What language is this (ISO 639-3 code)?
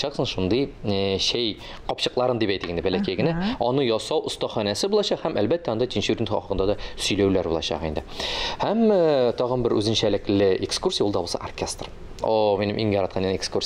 tat